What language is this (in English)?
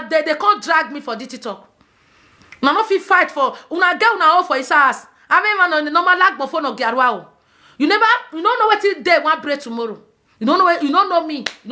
Nigerian Pidgin